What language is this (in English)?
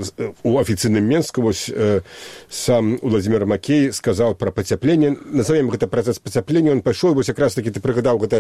Belarusian